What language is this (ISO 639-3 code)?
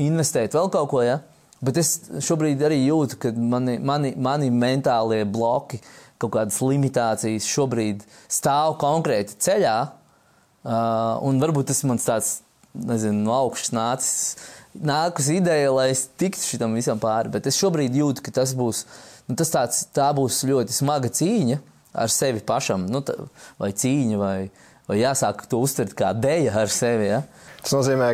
lav